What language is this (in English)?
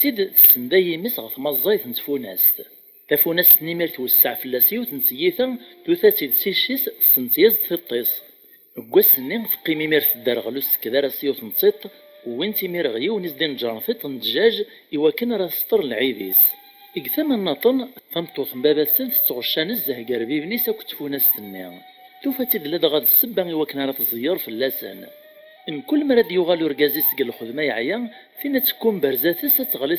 Kabyle